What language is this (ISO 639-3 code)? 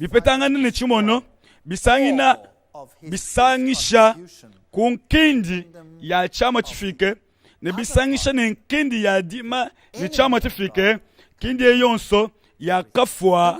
lua